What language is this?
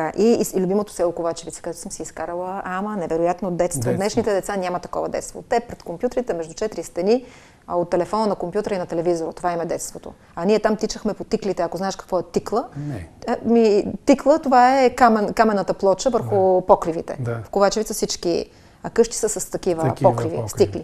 Bulgarian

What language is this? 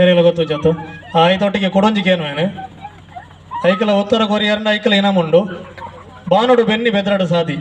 Tulu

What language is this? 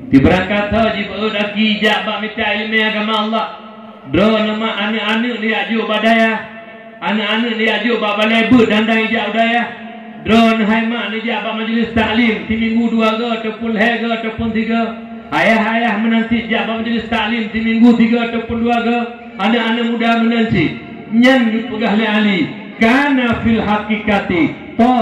Achinese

